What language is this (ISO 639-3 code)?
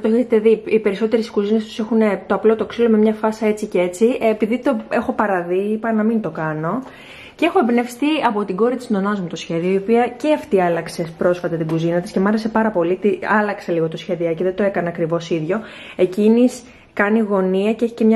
ell